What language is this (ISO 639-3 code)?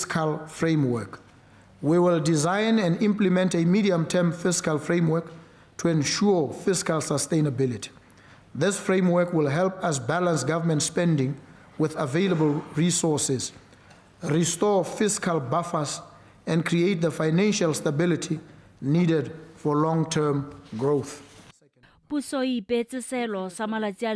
tsn